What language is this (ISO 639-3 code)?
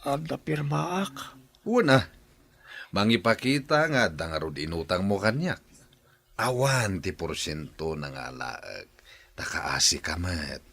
ilo